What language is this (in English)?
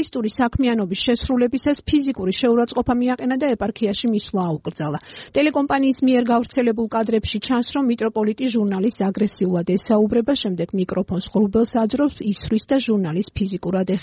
Georgian